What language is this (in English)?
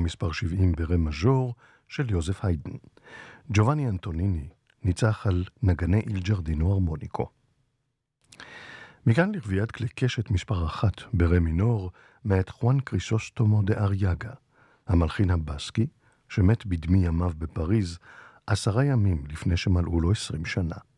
Hebrew